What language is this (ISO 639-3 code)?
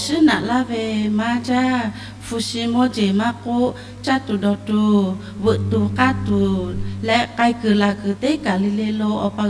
lhu